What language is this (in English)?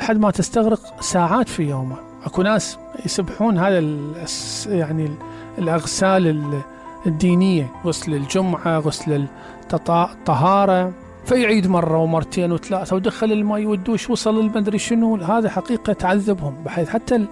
Mesopotamian Arabic